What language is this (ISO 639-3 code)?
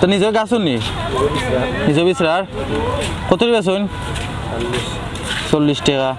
syl